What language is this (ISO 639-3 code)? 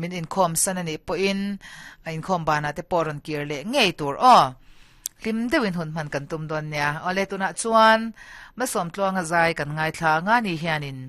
lus